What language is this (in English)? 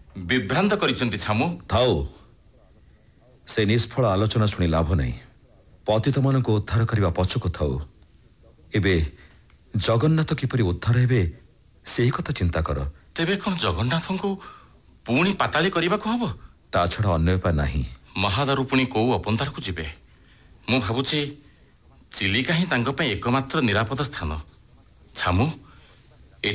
Odia